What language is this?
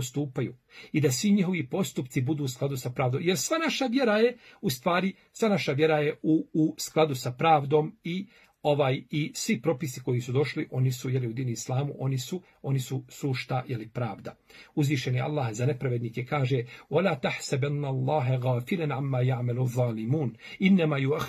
Bosnian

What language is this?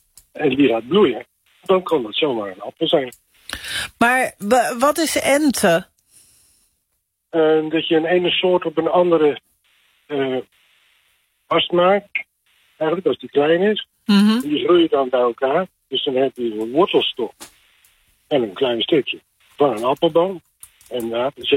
Dutch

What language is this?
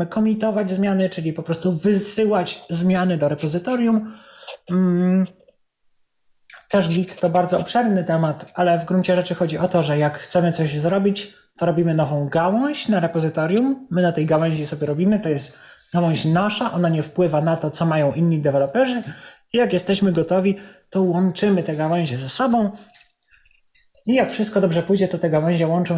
Polish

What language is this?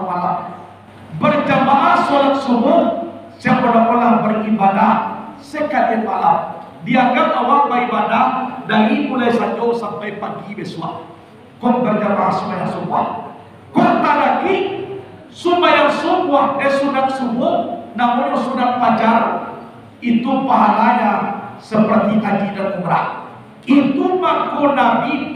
Minangkabau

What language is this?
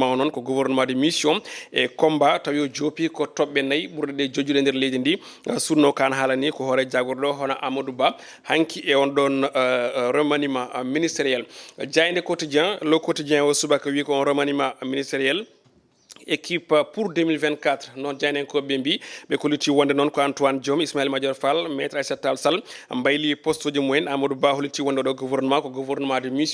Fula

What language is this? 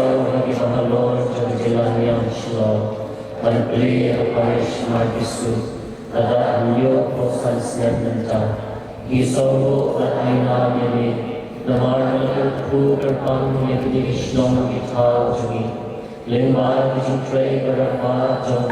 Khasi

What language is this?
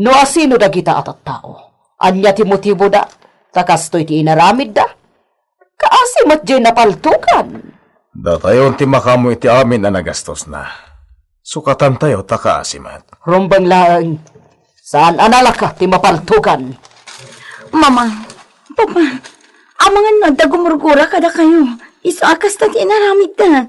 Iloko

